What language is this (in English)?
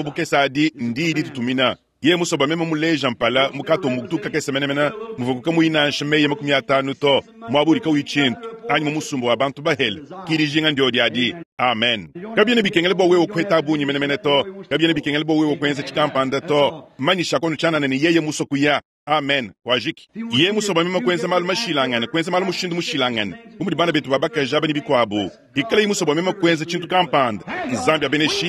Luba-Lulua